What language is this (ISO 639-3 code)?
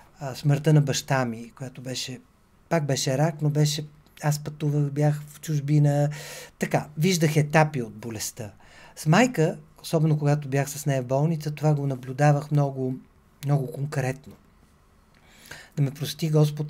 bul